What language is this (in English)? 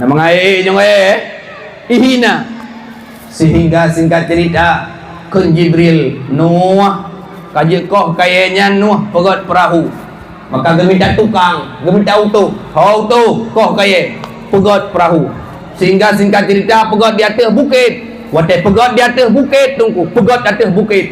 Achinese